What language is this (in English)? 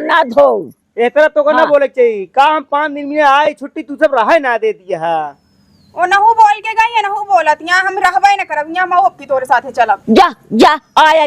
Awadhi